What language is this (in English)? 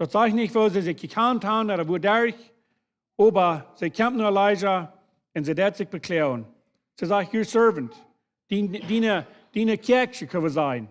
Plautdietsch